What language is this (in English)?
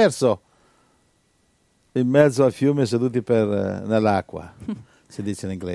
Italian